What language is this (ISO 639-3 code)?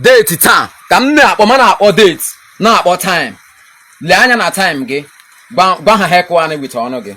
ibo